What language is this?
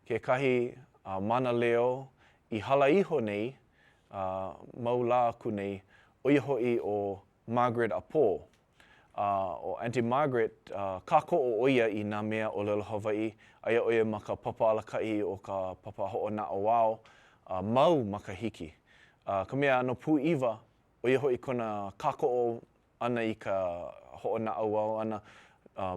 Hawaiian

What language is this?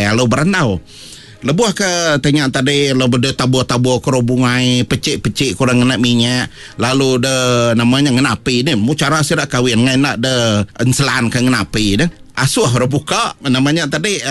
Iban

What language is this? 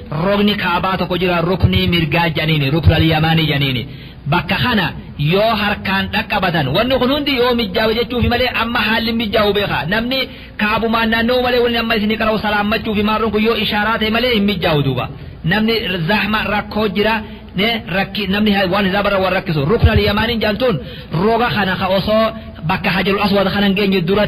Oromo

